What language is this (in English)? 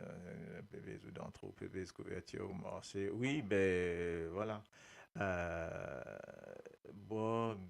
Morisyen